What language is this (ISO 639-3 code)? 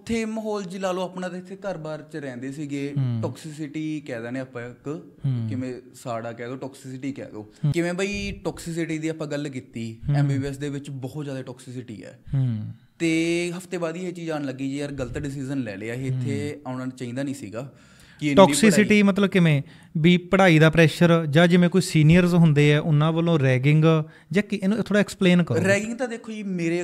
pan